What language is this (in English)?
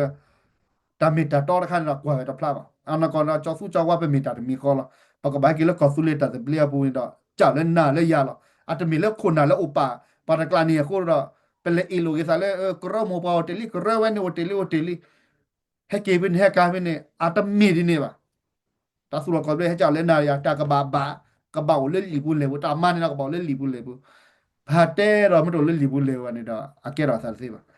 S'gaw Karen